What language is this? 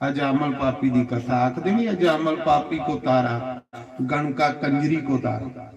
Dogri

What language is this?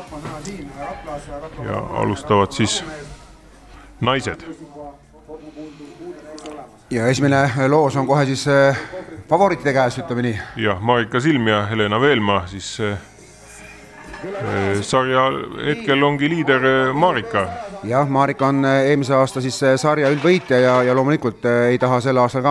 Estonian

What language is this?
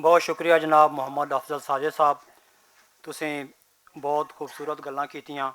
Western Panjabi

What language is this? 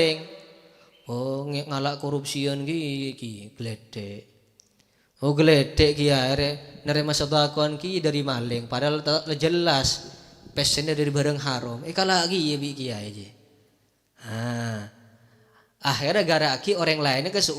Madurese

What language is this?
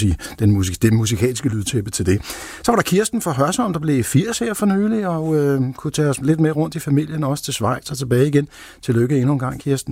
Danish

